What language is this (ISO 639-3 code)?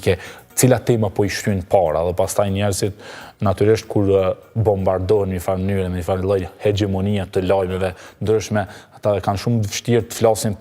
sqi